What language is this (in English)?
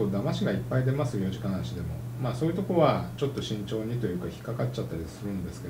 Japanese